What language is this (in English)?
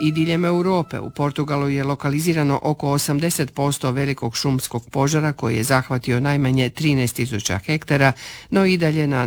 Croatian